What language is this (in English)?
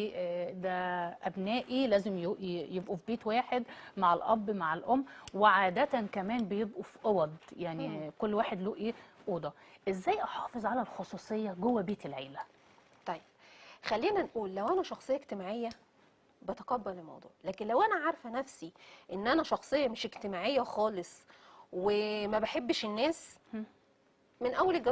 Egyptian Arabic